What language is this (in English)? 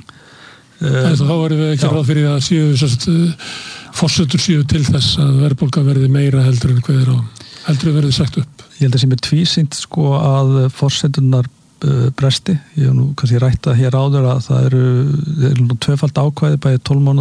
Icelandic